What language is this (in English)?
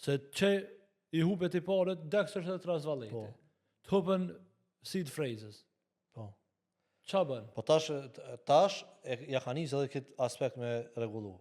Albanian